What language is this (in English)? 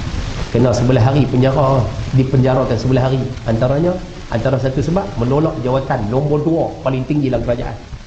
Malay